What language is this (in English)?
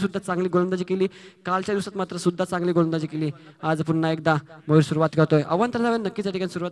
Marathi